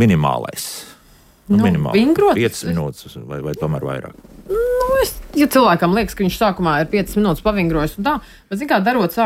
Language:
Latvian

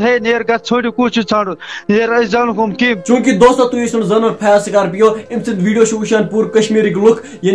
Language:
Kashmiri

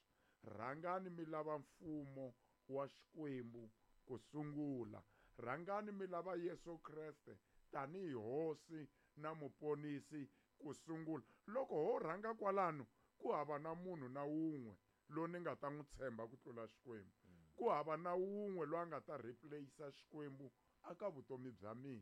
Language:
Tsonga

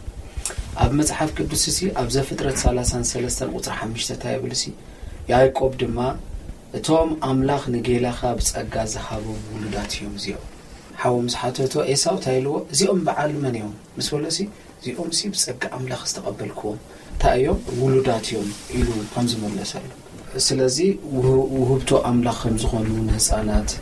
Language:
Tigrinya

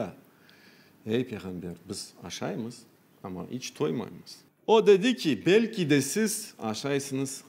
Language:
Crimean Tatar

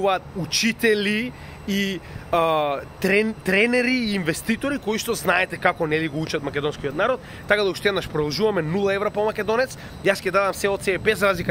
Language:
Macedonian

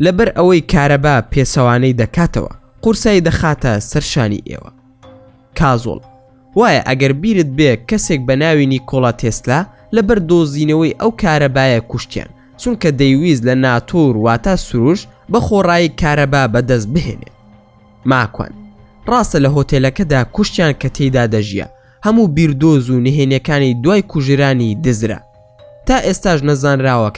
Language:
Central Kurdish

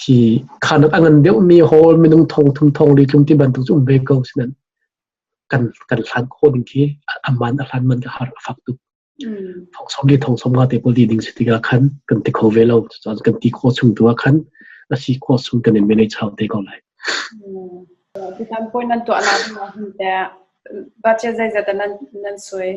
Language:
Hakha Chin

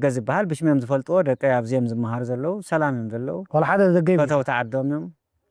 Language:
Tigrinya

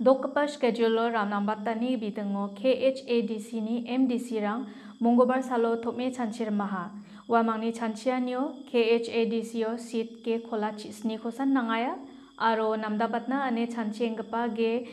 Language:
Garo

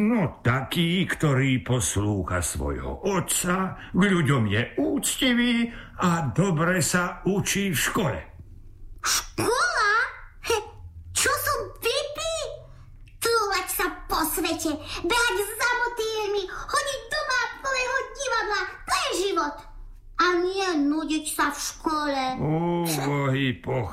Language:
Slovak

